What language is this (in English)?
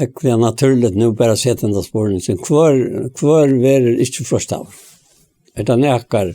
Faroese